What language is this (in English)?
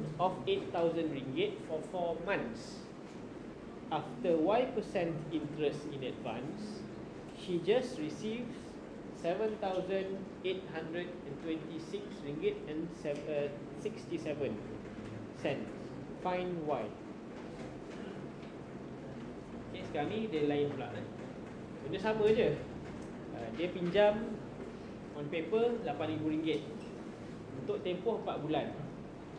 Malay